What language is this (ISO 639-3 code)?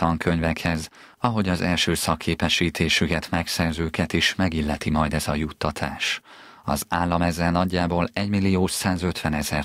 hun